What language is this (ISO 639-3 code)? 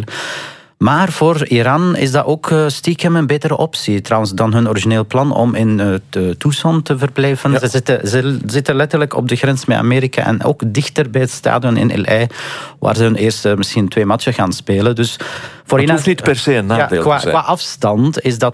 nld